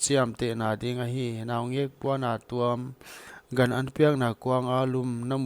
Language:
Paite Chin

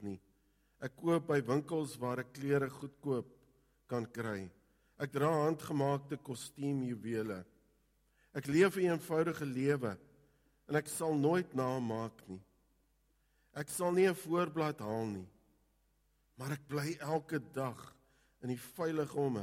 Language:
Afrikaans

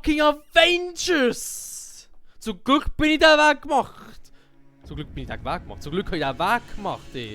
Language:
Swiss German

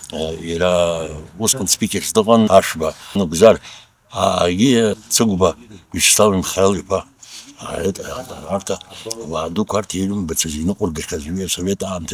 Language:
Abkhazian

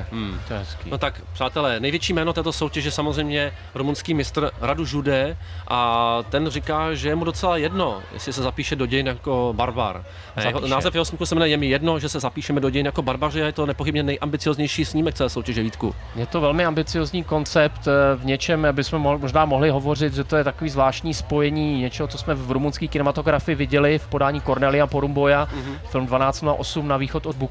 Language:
Czech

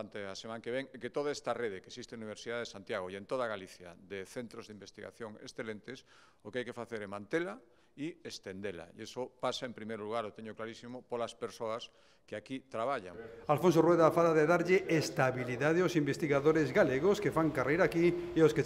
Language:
Galician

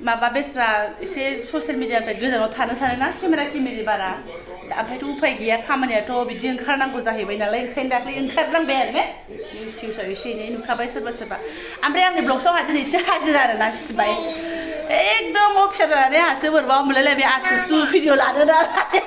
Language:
Bodo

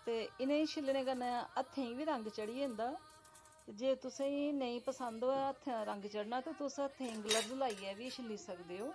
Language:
Dogri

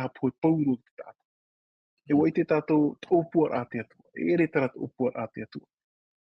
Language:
Tahitian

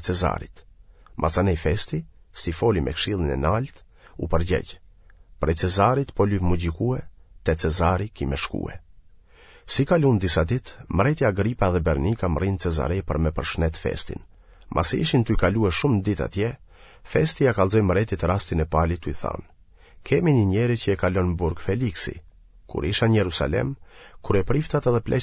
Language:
Albanian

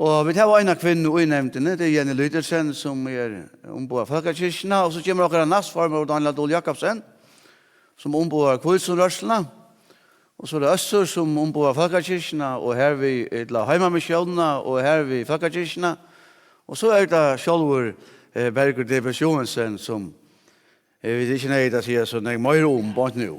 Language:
Faroese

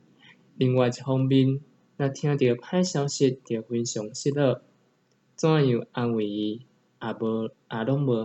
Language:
Min Nan Chinese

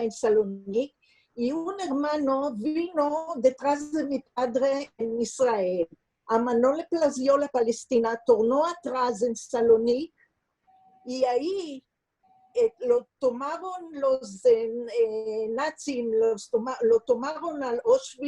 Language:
Ladino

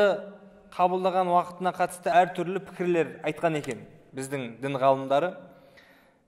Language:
Kazakh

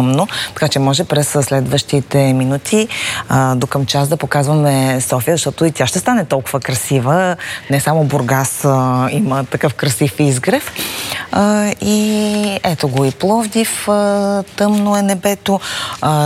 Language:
Bulgarian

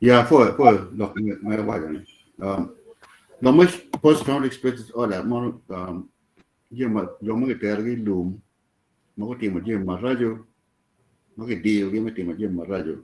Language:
Acoli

